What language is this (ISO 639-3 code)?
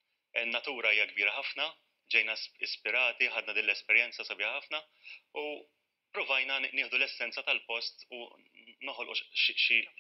mlt